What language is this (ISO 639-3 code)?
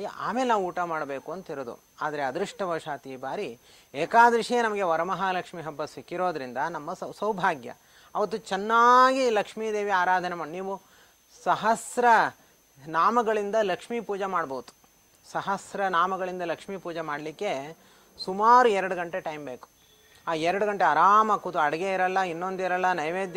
kan